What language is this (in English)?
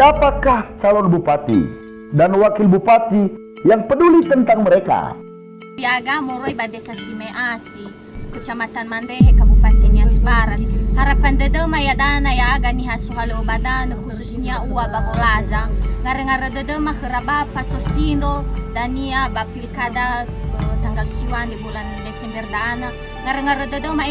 Nias